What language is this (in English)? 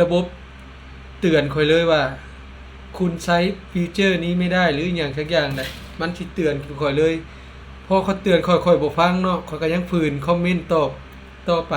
Lao